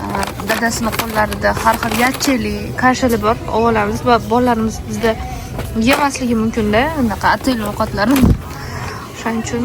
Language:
Uzbek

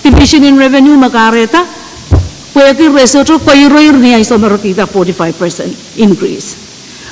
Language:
Pohnpeian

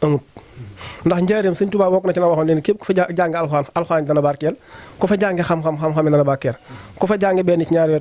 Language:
Wolof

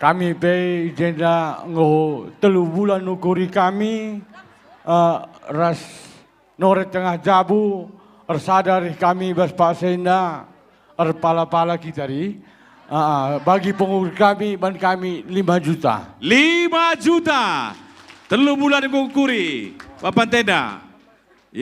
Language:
Batak Karo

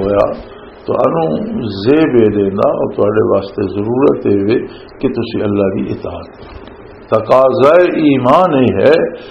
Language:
Western Panjabi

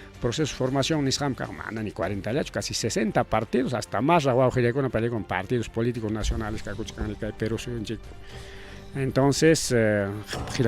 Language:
Ayacucho Quechua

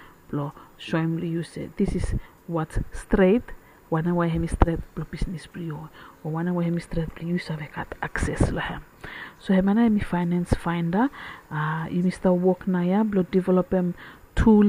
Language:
Bislama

